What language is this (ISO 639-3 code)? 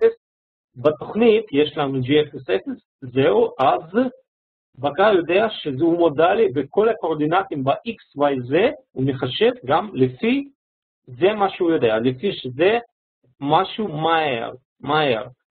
heb